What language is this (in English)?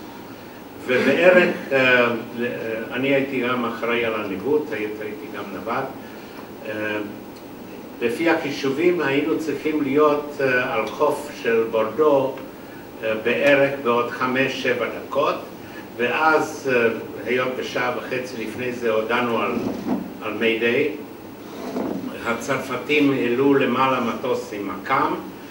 Hebrew